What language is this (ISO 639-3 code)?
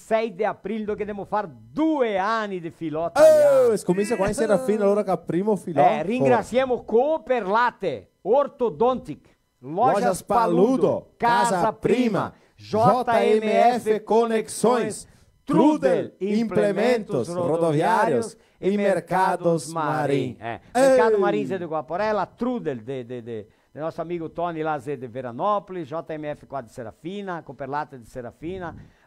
vec